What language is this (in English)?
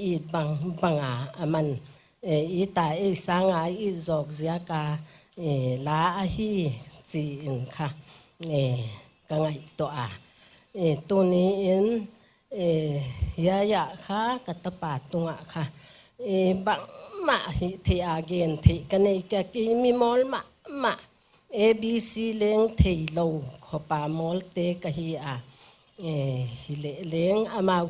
Paite Chin